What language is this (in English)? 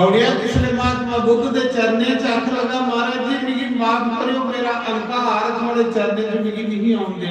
Dogri